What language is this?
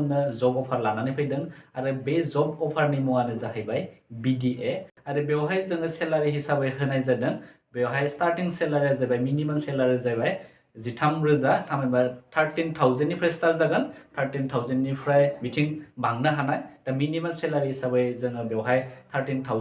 Bodo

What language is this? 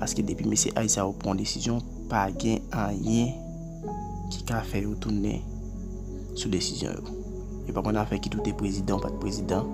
Haitian Creole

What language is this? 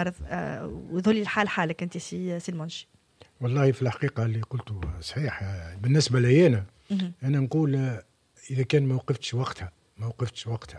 Tunisian Arabic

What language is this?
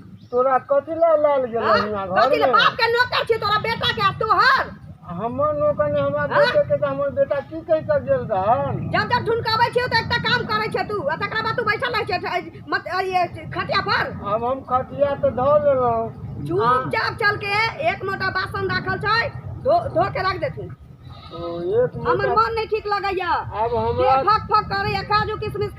Maithili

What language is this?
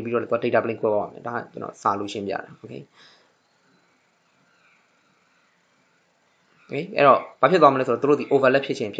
Burmese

